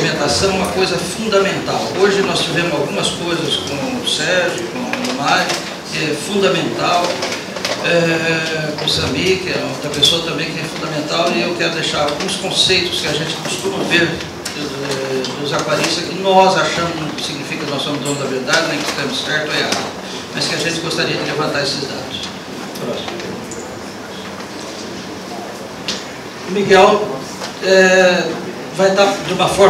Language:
Portuguese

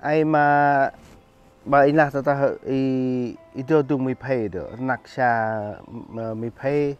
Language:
Central Mnong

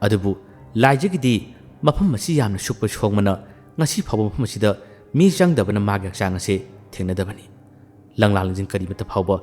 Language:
Manipuri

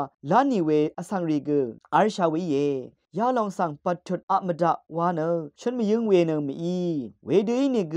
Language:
Rawang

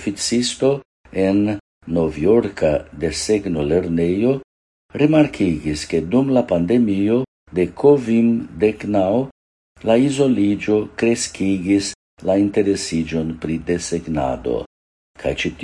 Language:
Esperanto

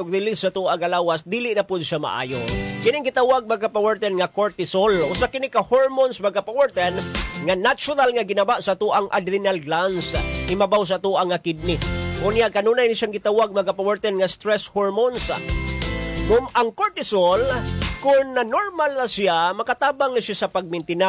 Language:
Cebuano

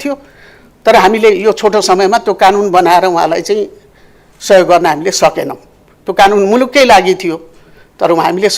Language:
Nepali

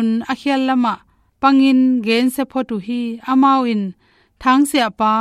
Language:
Tedim Chin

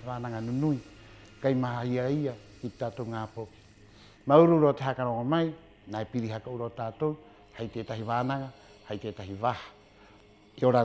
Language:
Rapanui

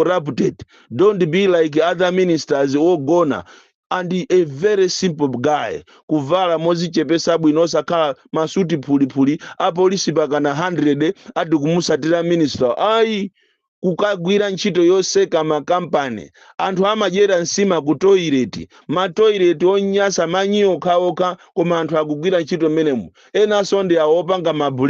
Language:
Nyanja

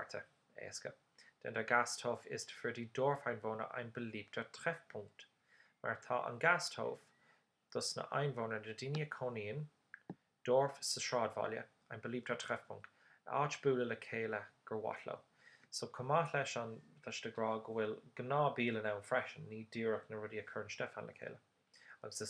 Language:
Irish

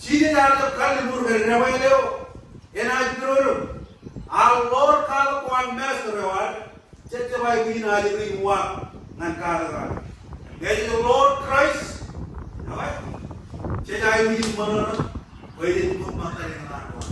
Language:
Marshallese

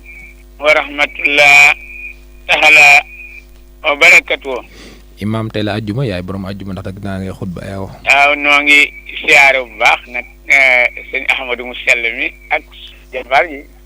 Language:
Wolof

